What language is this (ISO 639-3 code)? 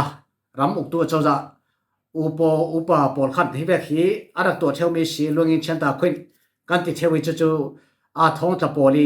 cfm